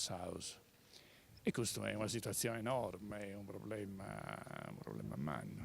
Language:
Sardinian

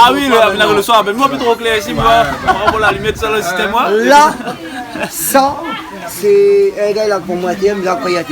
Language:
Réunion Creole French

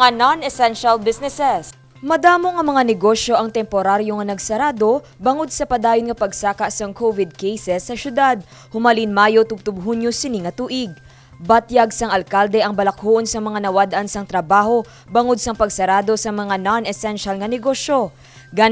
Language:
Hiligaynon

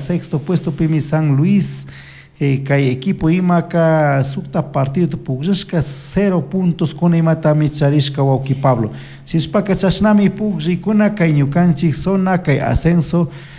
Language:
Chimborazo Highland Quichua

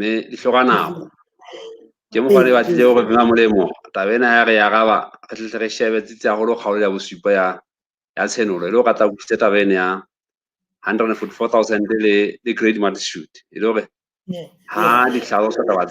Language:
Southern Sotho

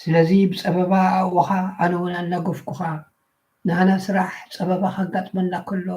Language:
Tigrinya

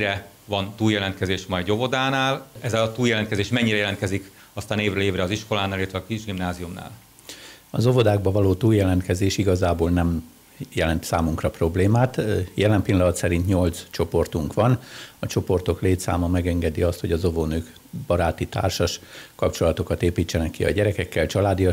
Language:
Hungarian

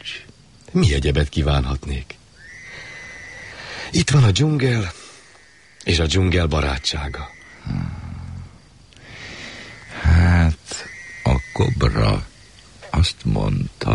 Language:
Hungarian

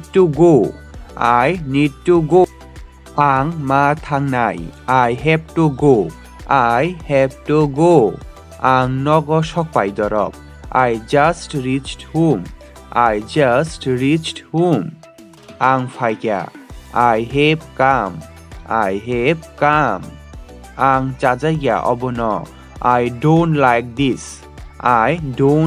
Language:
Kok Borok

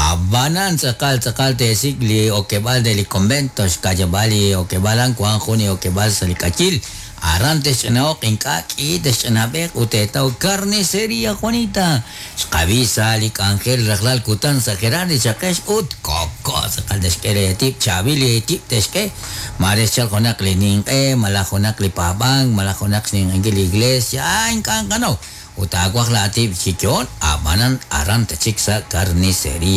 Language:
Kekchí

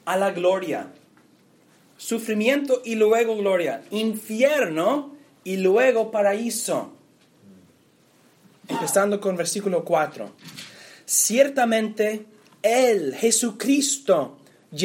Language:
Spanish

